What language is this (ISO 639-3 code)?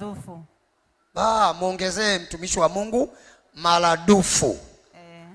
swa